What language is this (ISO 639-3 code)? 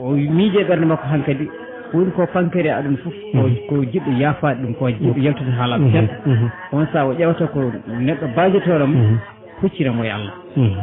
ful